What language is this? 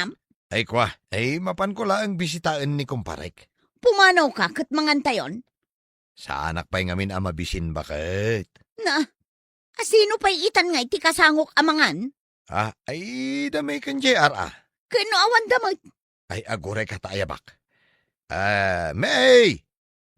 Iloko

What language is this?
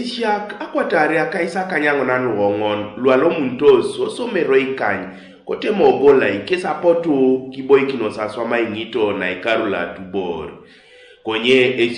Teso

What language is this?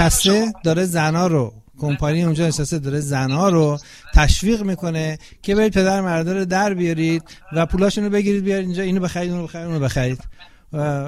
Persian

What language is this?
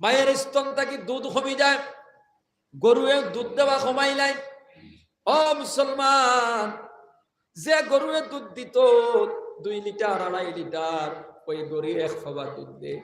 Sylheti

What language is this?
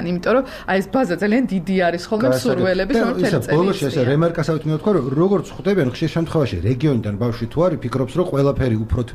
Georgian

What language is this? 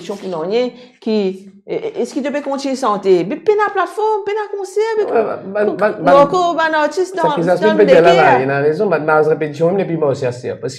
Morisyen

